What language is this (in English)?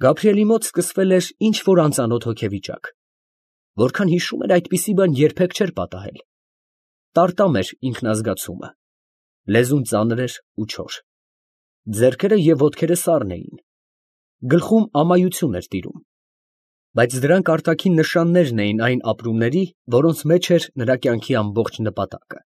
Armenian